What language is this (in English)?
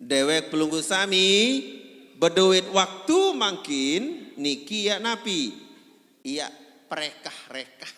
Sasak